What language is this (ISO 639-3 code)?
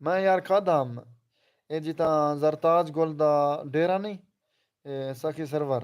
skr